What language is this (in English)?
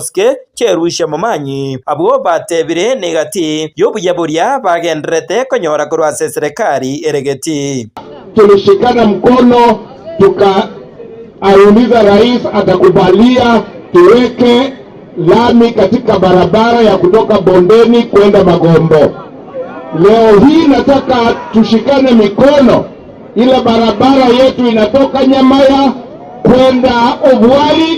Gusii